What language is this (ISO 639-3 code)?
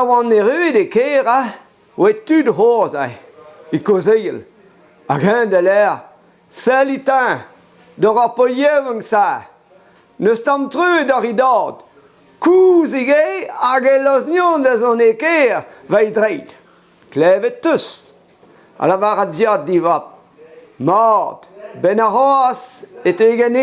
bre